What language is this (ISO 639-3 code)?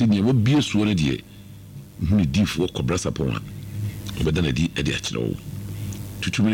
aka